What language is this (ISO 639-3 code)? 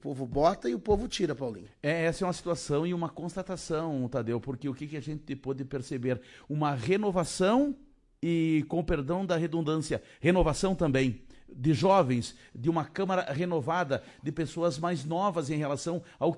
por